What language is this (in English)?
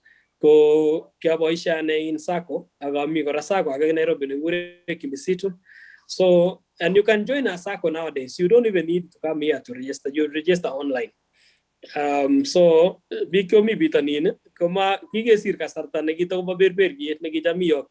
Kalenjin